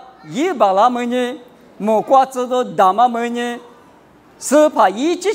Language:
Lisu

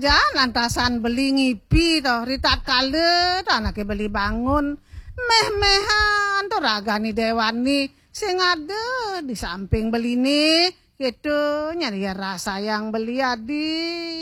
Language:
Balinese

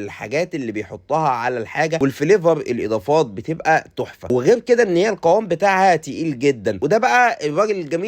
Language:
Egyptian Arabic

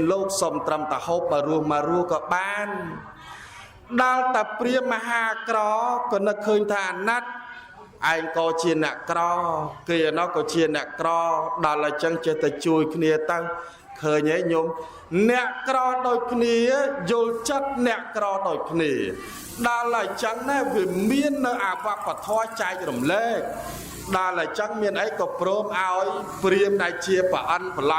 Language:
Khmer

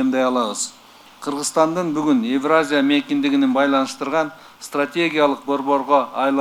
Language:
Kyrgyz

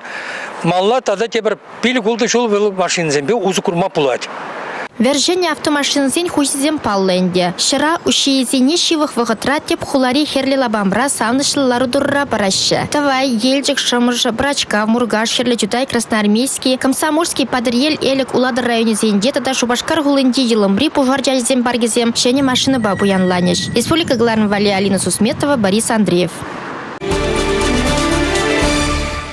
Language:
Chuvash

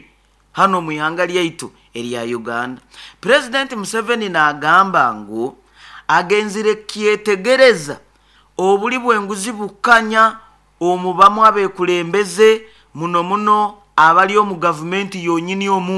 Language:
Nyoro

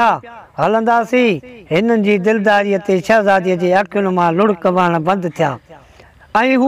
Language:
Sindhi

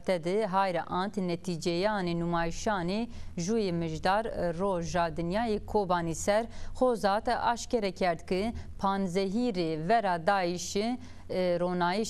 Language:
Zaza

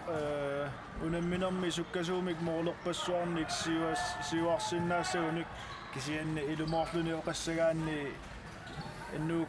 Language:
Kalaallisut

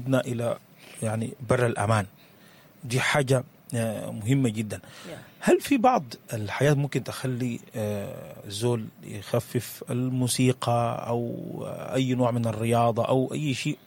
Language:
Sudanese Arabic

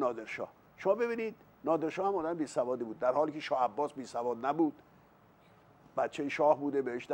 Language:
Persian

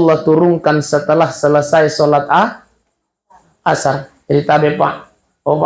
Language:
Buginese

